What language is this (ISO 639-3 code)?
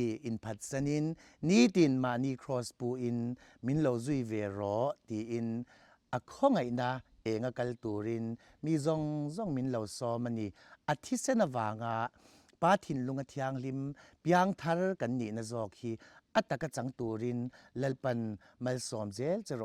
lus